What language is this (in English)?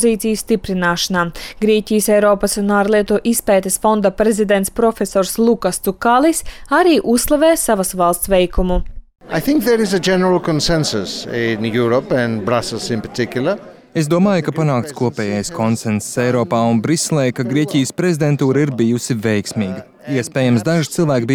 Latvian